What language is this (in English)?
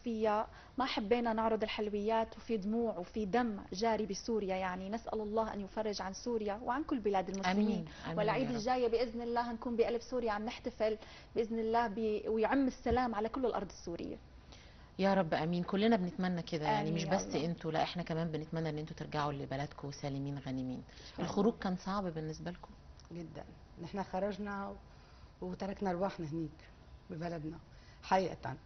Egyptian Arabic